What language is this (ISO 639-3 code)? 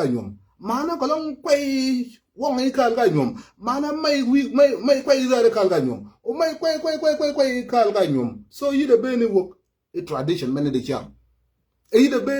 nus